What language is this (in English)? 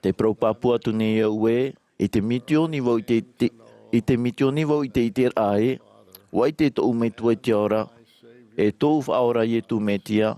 Tahitian